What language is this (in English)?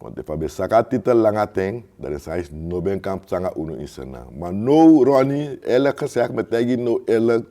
Sranan Tongo